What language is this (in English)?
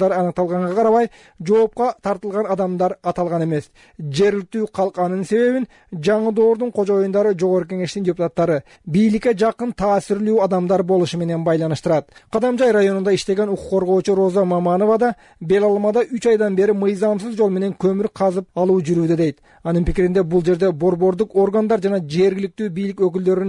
Kyrgyz